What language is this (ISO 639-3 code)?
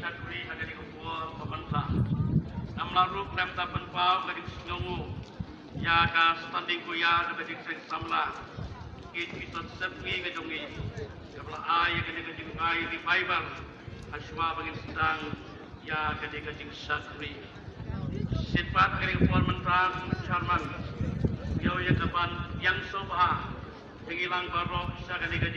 kha